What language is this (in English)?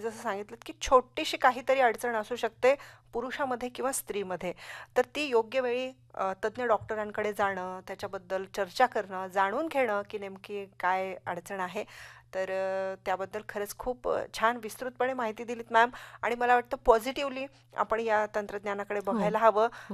Marathi